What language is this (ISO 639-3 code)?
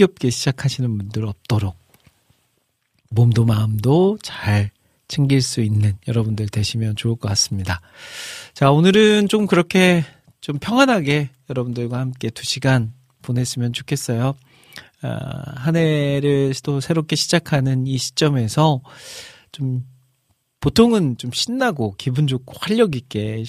kor